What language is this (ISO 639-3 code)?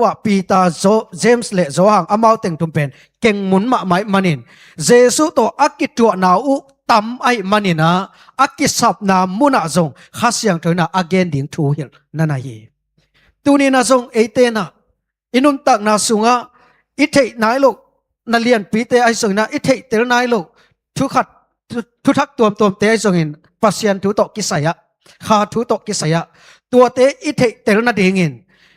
ctd